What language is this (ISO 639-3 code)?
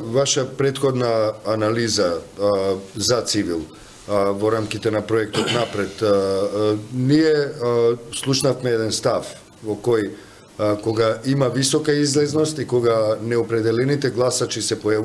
mkd